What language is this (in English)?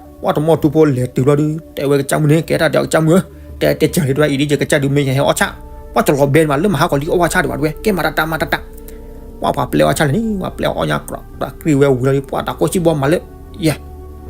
S'gaw Karen